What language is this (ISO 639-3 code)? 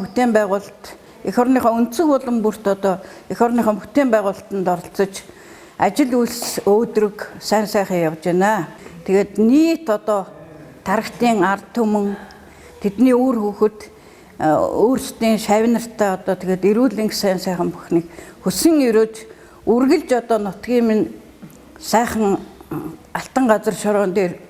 mon